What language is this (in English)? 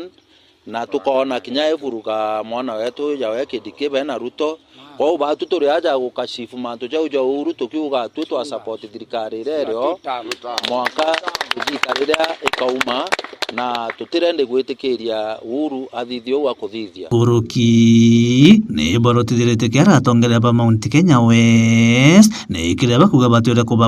Meru